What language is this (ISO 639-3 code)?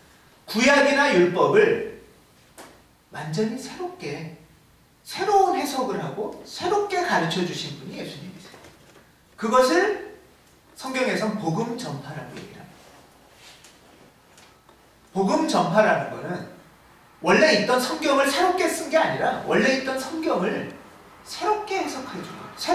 kor